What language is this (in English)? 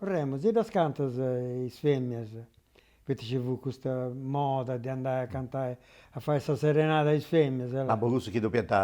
Sardinian